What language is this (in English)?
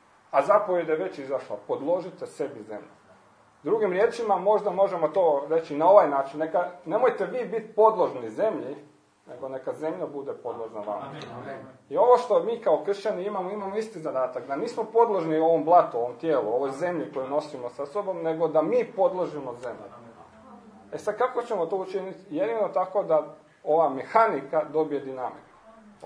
Croatian